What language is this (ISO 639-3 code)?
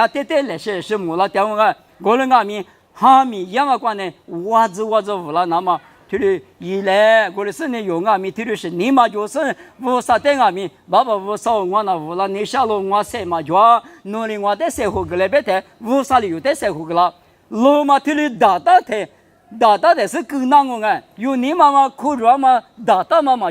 lis